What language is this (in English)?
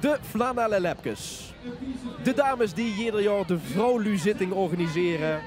Limburgish